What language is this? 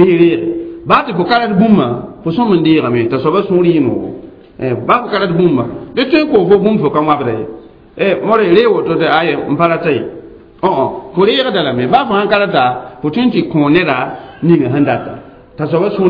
Mossi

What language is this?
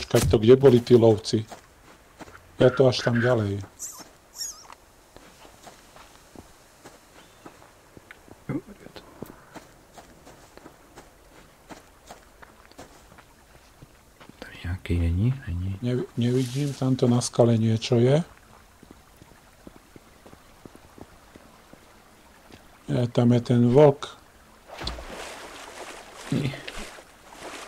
Czech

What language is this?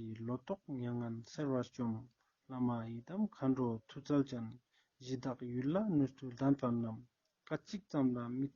Ladakhi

